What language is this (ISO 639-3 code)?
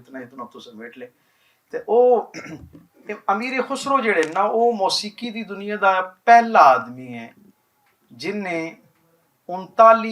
lah